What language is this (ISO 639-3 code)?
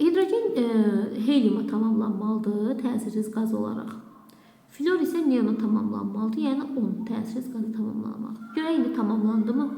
aze